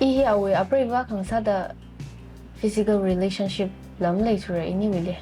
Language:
Tangkhul Naga (India)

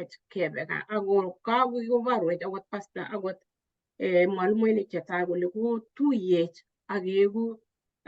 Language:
Kalenjin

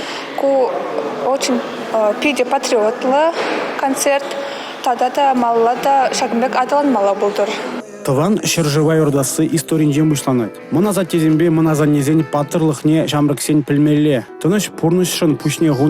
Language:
Chuvash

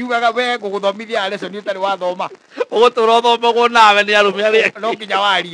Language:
Kikuyu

